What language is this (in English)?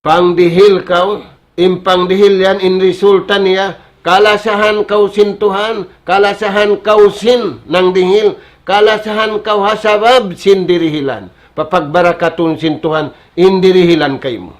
Tausug